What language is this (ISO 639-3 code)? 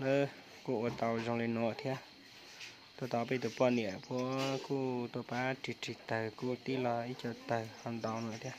hmn